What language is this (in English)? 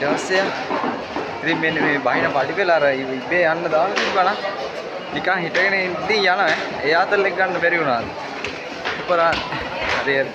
Sinhala